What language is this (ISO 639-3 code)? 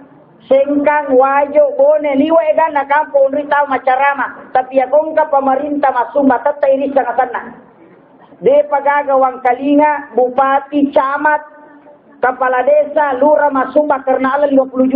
bug